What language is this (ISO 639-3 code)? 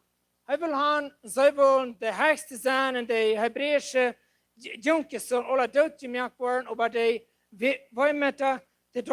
pdt